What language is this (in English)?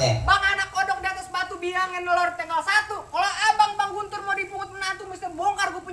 Betawi